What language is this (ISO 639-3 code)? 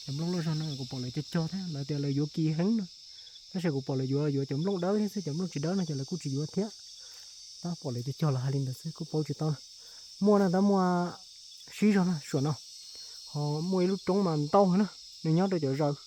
hmn